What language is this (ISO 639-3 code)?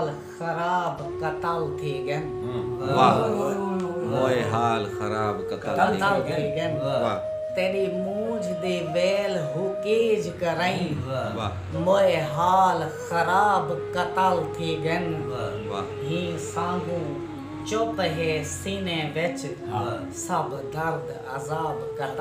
skr